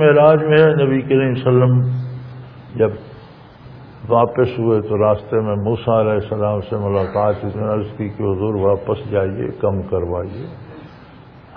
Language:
Urdu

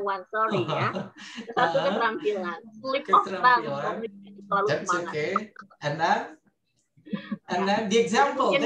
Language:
Indonesian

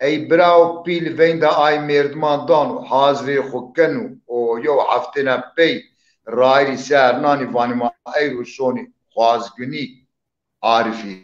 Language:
Zaza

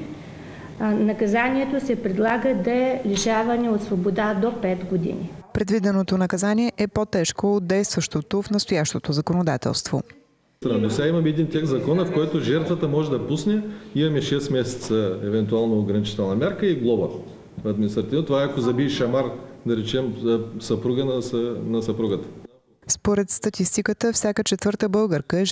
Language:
Bulgarian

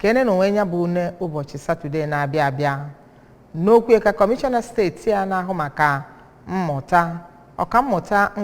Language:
Igbo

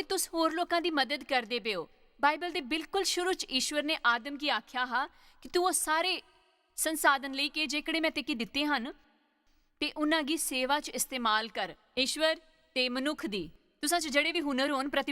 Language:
Dogri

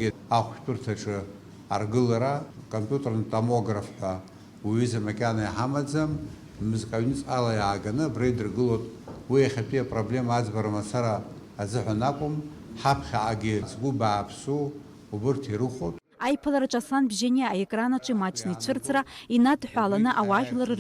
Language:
Abkhazian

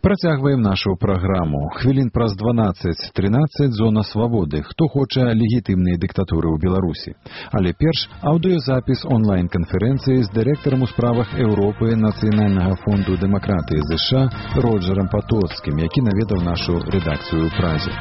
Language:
Belarusian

